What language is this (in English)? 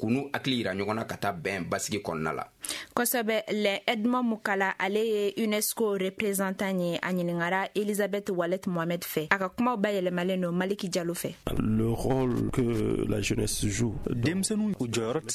Bambara